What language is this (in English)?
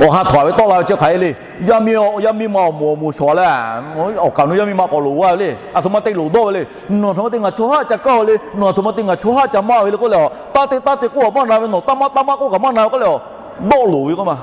Lahu